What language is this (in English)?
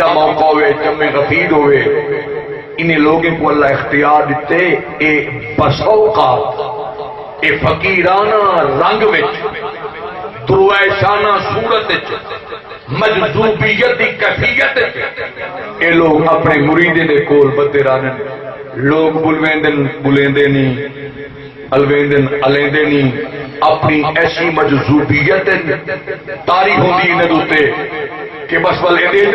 Saraiki